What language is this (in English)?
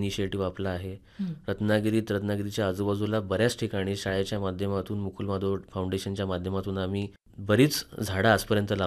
Marathi